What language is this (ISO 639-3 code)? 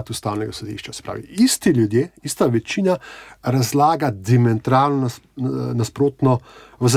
slv